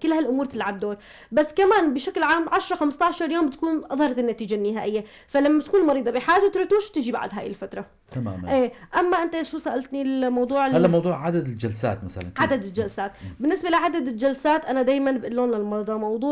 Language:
North Levantine Arabic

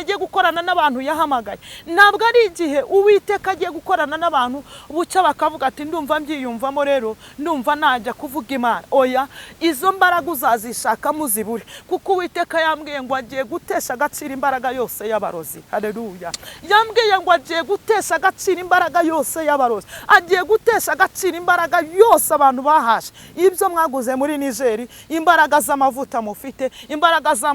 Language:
Kinyarwanda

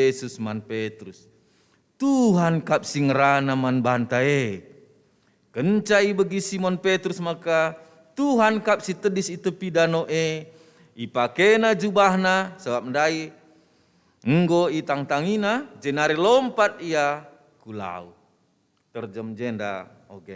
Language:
Batak Karo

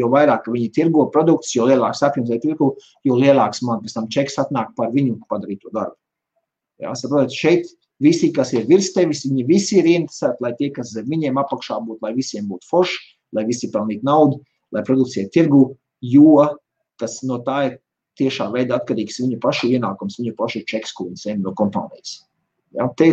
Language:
Latvian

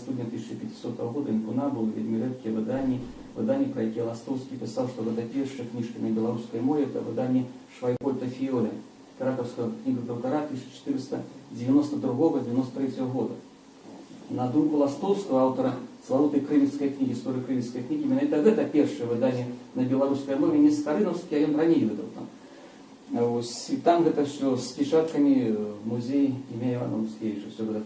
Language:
Belarusian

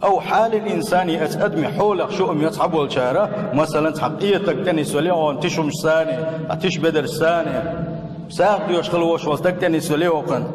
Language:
Chechen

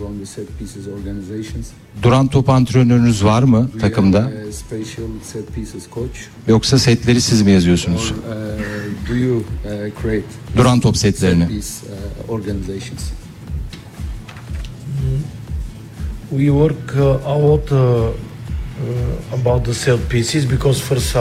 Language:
Turkish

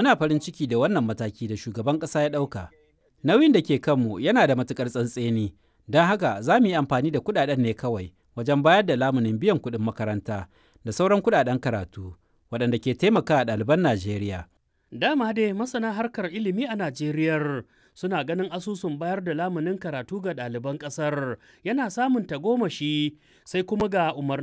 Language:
Hausa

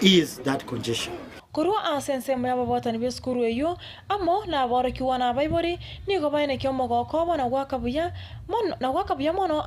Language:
Gusii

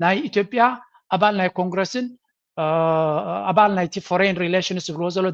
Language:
Tigrinya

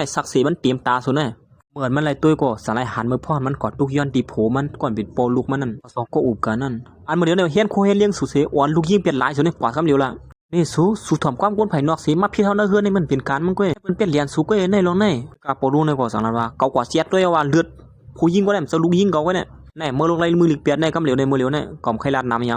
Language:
Shan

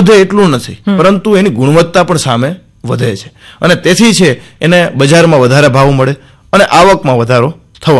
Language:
Gujarati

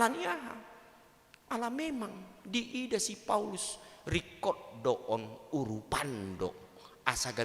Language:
Batak Toba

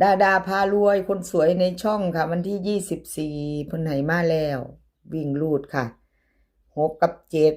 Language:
Northeastern Thai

